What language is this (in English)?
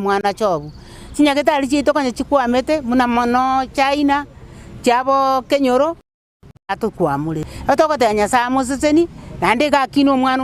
Gusii